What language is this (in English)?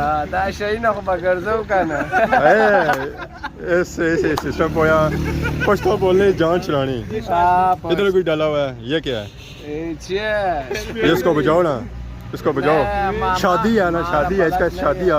Pahari-Potwari